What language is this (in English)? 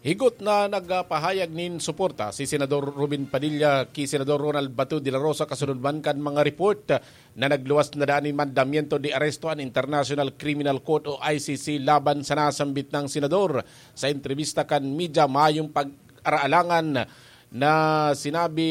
Bikol